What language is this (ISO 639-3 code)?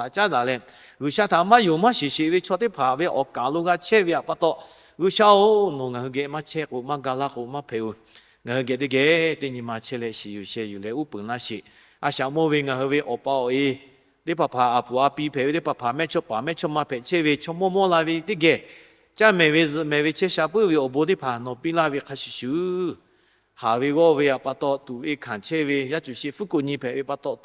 lhu